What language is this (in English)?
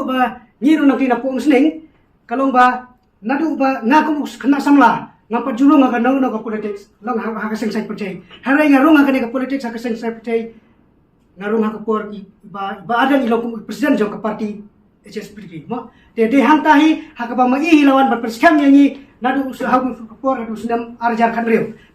Khasi